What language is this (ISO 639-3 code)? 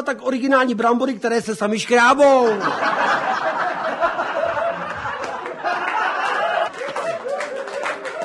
ces